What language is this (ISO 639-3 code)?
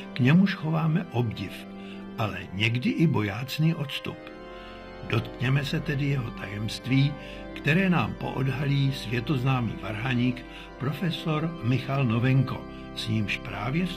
ces